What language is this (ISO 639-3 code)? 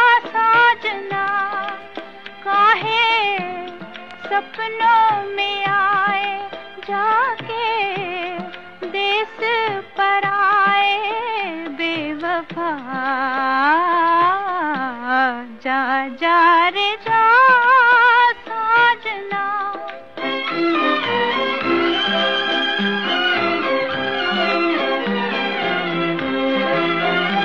hin